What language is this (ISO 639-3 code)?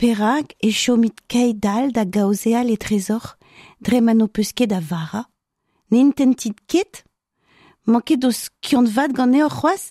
bre